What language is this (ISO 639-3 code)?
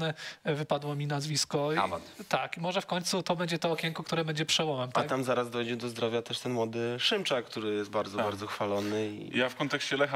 pol